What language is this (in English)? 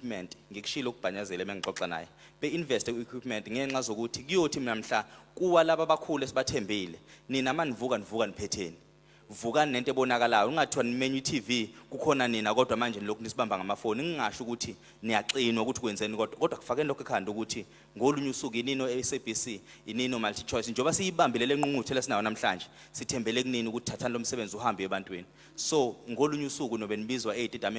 Zulu